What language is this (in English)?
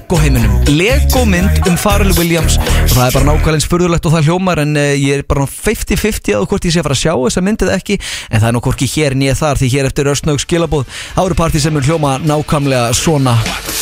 Icelandic